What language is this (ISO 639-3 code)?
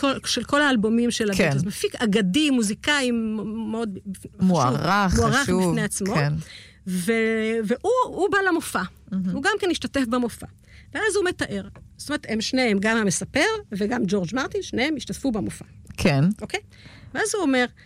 heb